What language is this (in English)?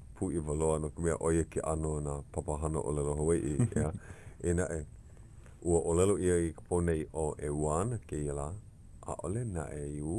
Hawaiian